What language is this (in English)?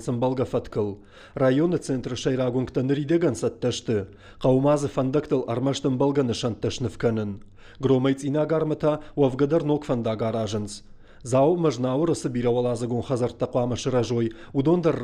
Ossetic